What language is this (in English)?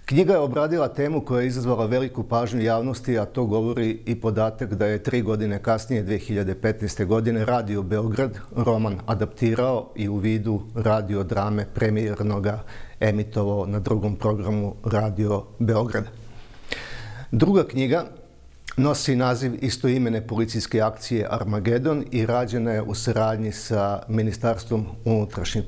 Serbian